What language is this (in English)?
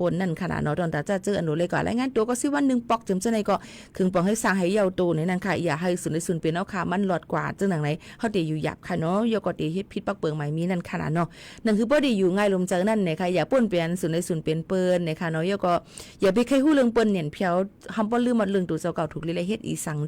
Shan